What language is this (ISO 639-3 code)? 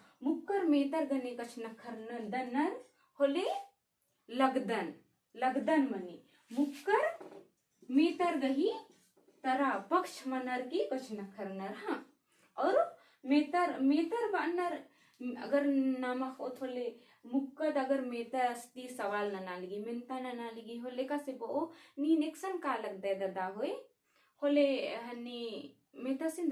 kru